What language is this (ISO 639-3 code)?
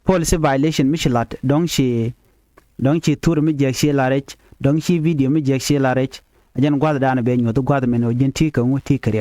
nus